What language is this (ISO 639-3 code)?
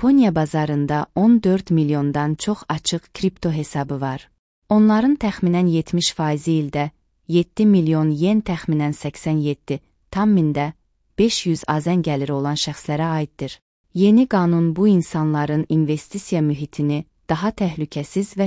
aze